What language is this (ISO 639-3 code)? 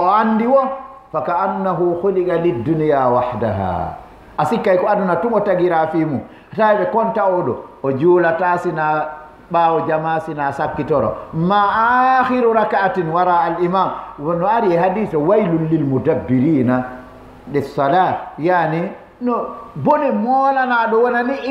ful